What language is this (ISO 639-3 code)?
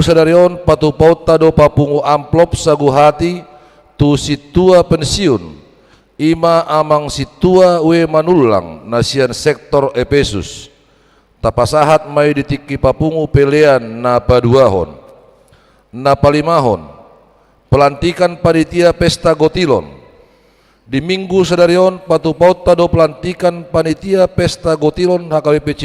bbc